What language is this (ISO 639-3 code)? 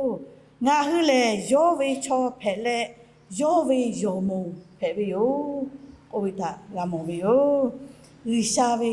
lhu